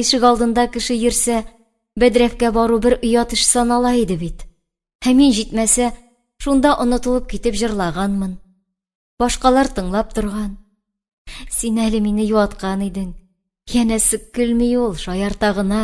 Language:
Tatar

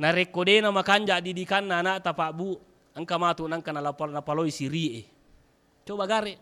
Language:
Buginese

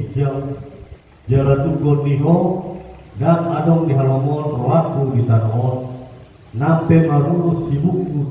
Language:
Batak Toba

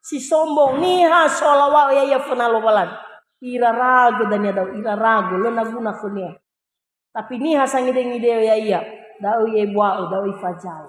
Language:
Nias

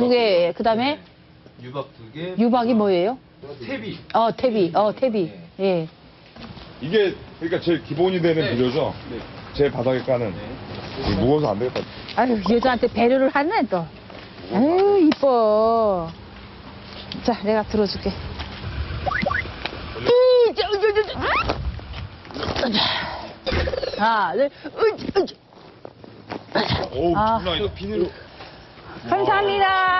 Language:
Korean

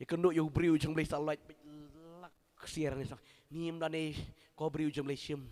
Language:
Khasi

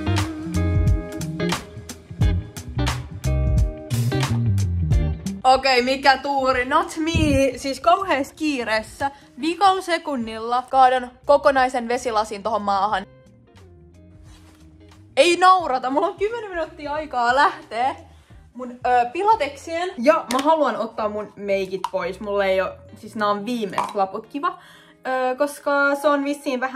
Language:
Finnish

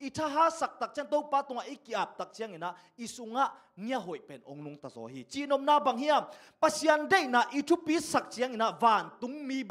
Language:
Tedim Chin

